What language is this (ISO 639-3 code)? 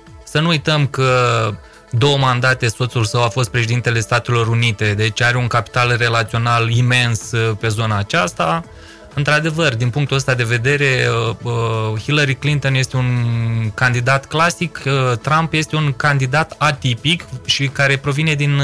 ron